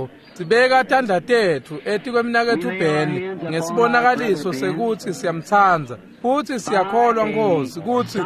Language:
Swati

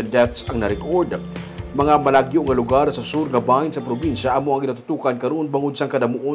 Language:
Hiligaynon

